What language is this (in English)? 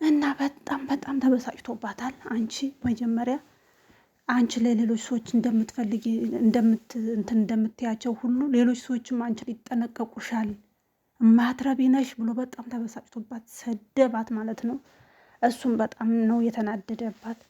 Amharic